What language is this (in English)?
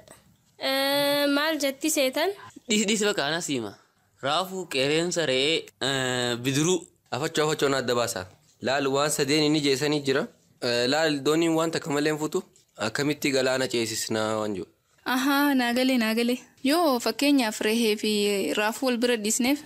Oromo